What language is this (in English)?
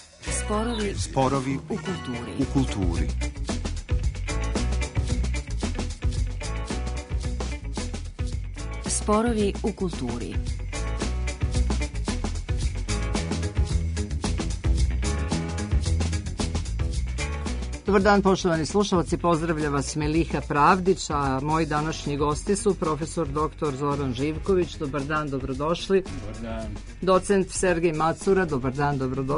Serbian